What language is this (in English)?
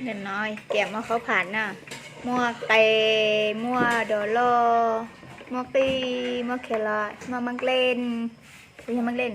Hmong